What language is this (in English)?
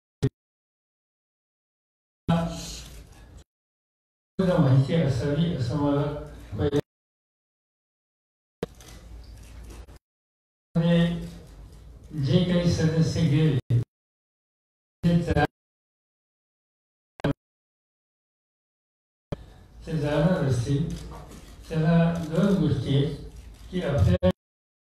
Marathi